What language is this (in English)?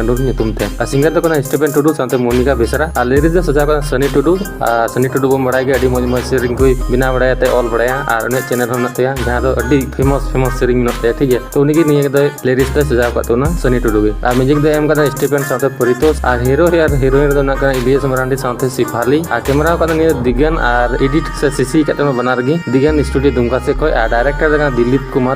Santali